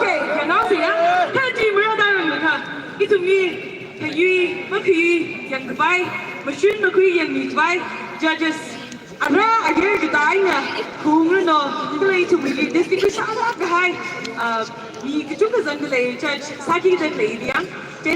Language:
Tangkhul Naga (India)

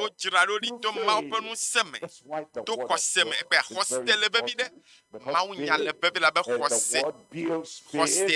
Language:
Ewe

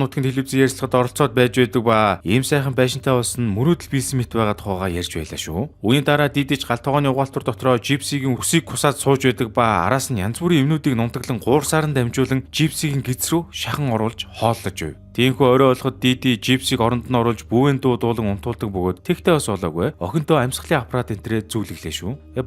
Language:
Mongolian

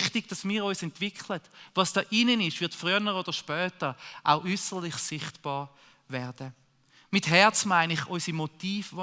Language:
Swiss German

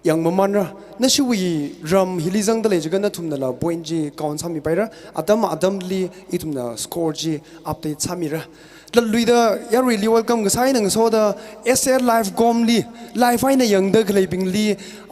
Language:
Tangkhul Naga (India)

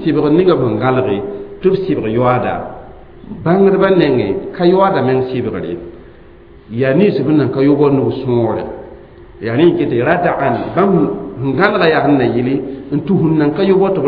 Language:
Mossi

